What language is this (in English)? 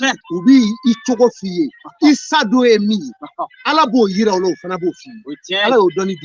Bambara